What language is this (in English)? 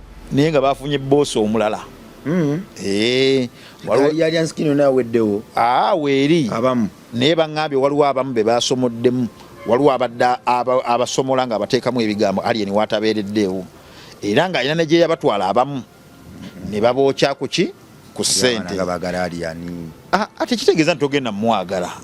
Ganda